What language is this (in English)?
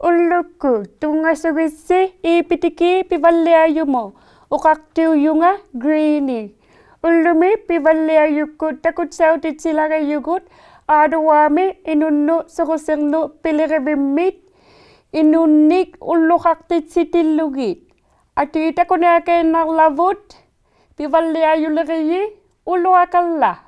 Inuktitut